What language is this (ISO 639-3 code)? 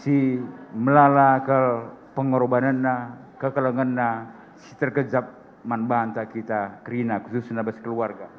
btx